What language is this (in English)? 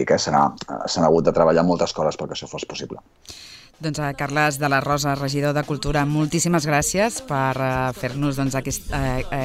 Catalan